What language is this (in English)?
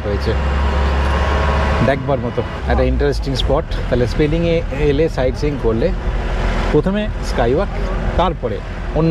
Bangla